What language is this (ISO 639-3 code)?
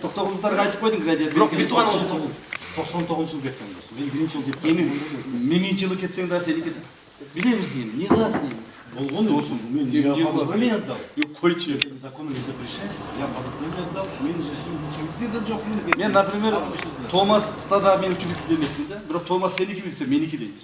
kir